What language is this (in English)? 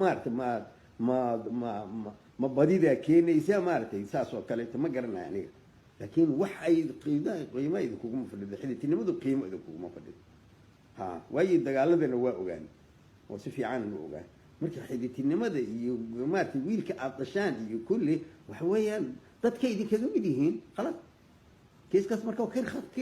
Somali